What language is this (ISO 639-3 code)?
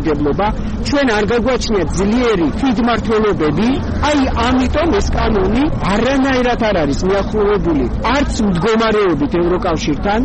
kat